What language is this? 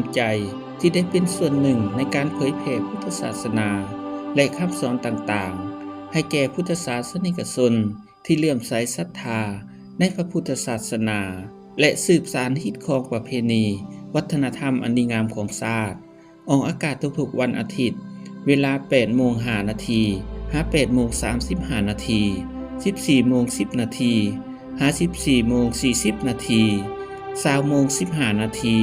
Lao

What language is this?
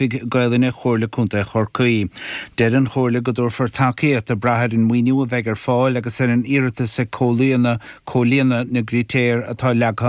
Irish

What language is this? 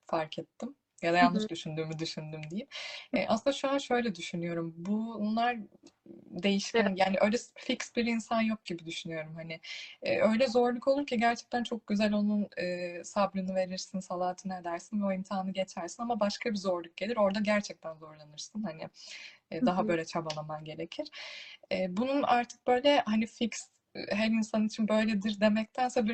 Turkish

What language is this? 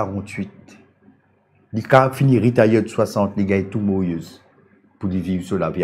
Morisyen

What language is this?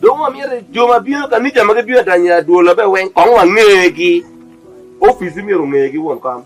Acoli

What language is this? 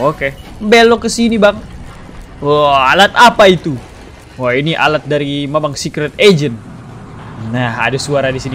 Indonesian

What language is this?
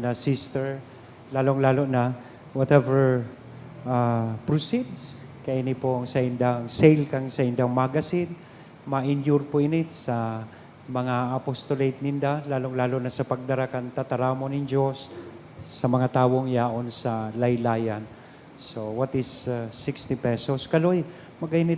Bikol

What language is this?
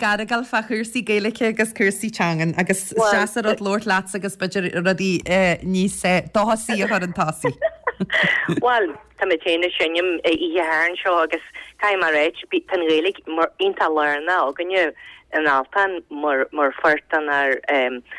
Irish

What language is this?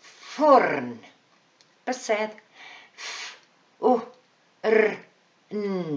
Welsh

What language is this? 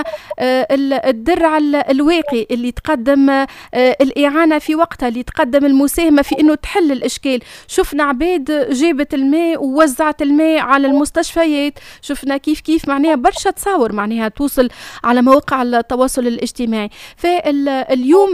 Tunisian Arabic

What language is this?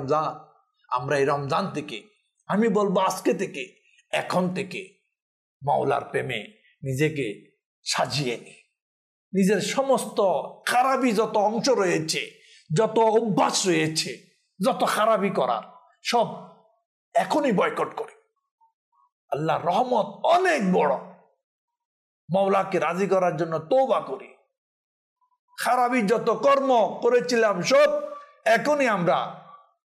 Bangla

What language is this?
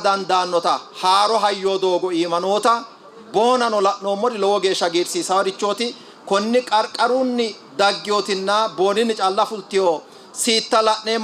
Sidamo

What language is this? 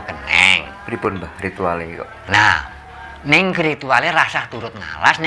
Javanese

